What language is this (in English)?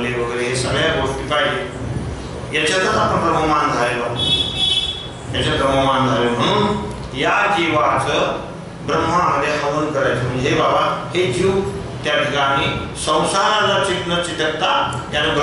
Marathi